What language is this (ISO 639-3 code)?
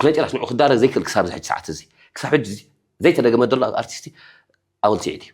tir